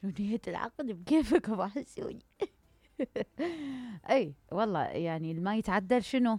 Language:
Mesopotamian Arabic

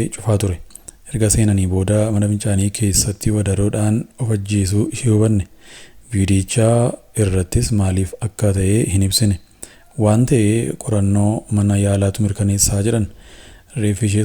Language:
Oromo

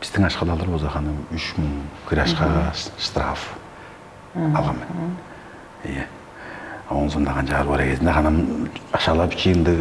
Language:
Tuvinian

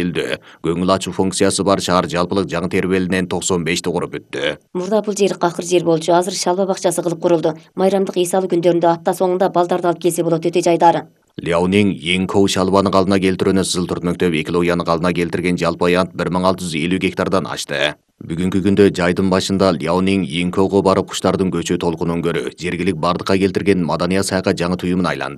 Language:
Kyrgyz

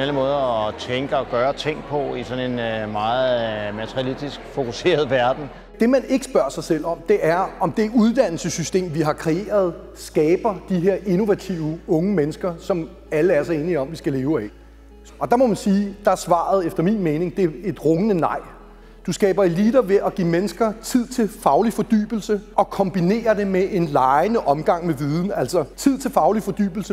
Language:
Danish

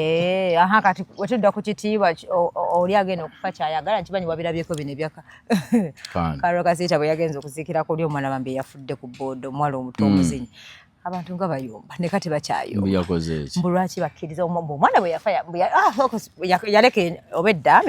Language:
Ganda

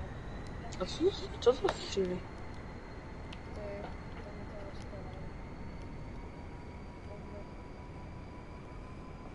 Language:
Czech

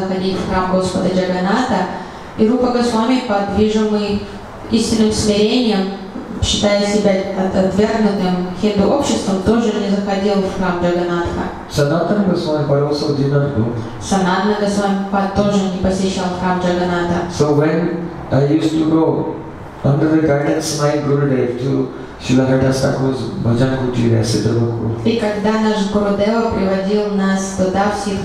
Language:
Russian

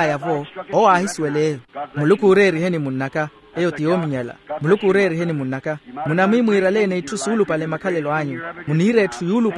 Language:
Makhuwa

